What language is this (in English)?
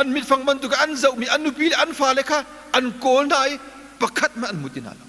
Hakha Chin